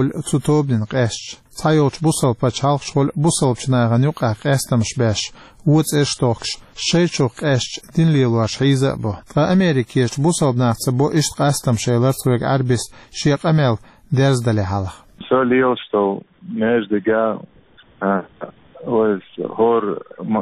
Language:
Chechen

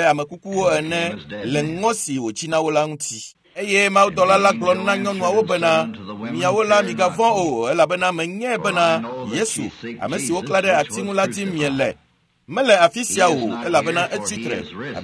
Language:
Ewe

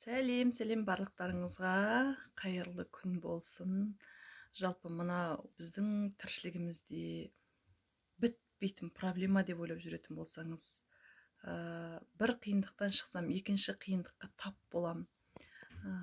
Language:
Kazakh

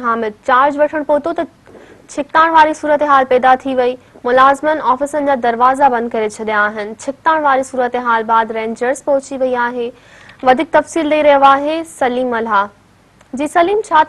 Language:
Sindhi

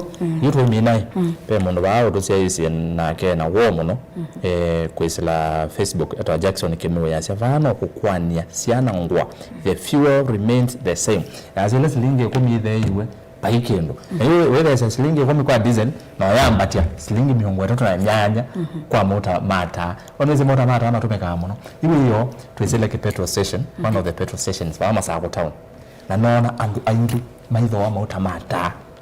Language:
Kamba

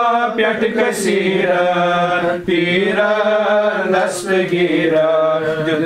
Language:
Kashmiri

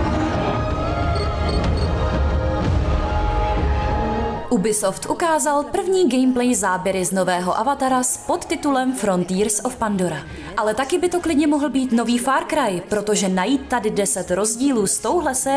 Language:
Czech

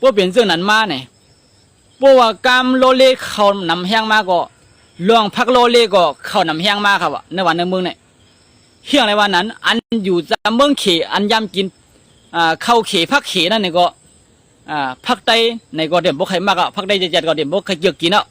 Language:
Shan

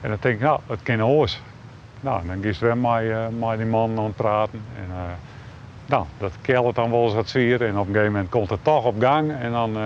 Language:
Western Frisian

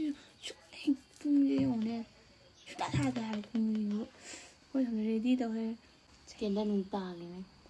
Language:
Manipuri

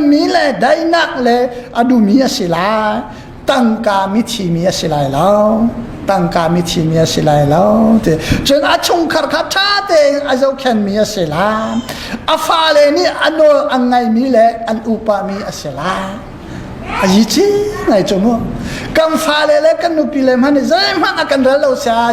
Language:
Hakha Chin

